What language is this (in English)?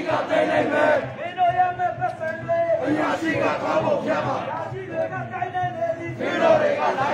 Burmese